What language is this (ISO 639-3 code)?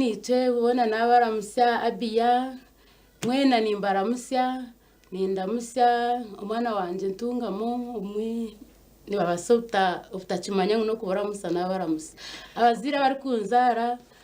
nyn